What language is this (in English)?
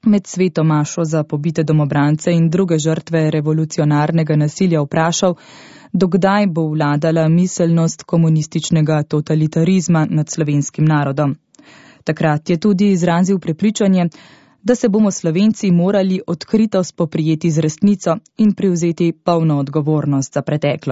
Slovenian